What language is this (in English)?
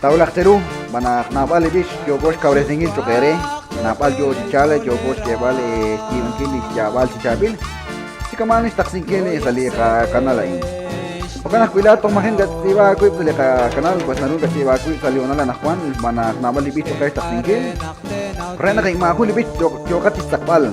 Kekchí